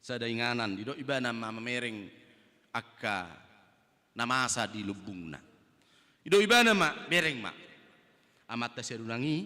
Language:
Batak Toba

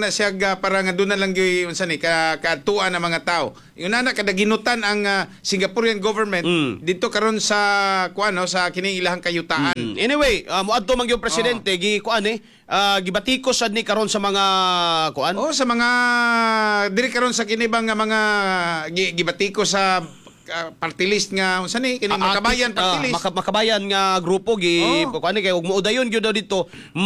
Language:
Cebuano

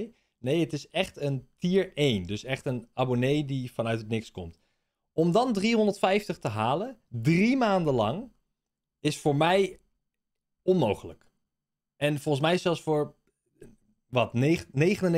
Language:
Dutch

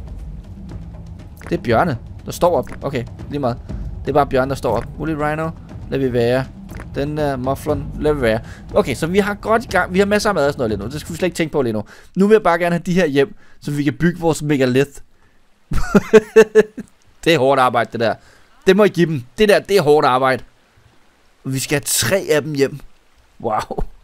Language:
Danish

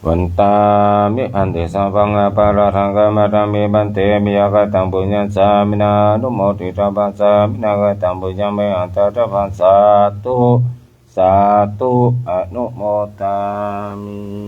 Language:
Pali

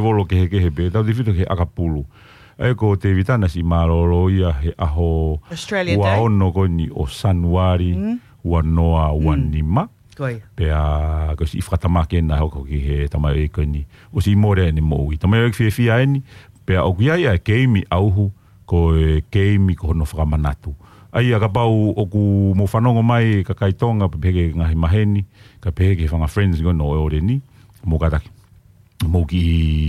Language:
Tongan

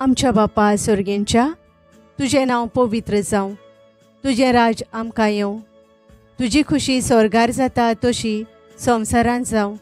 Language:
Konkani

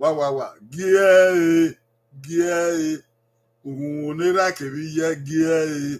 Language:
Bini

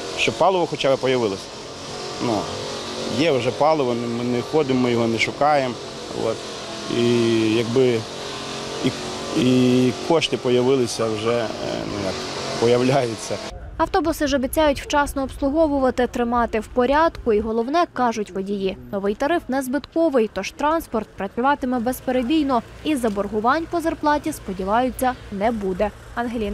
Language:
Ukrainian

